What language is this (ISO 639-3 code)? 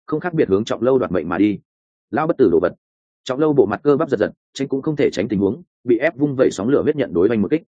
vie